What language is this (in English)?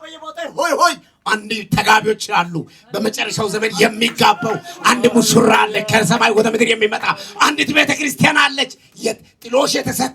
Amharic